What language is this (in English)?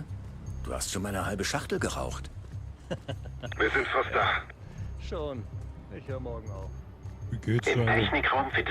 Bavarian